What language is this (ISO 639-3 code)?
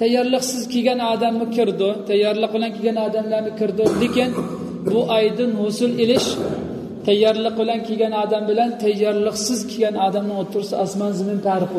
uig